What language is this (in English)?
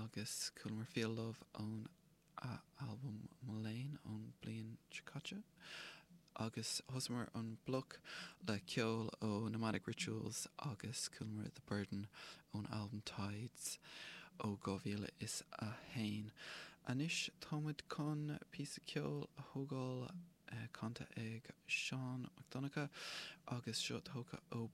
Irish